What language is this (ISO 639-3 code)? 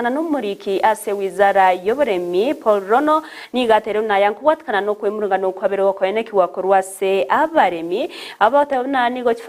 guz